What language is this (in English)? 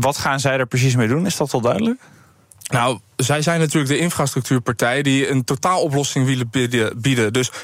Dutch